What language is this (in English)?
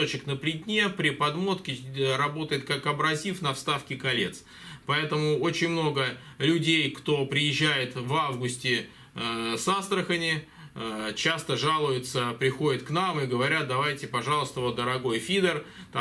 Russian